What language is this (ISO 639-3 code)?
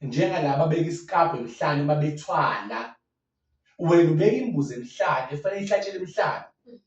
zul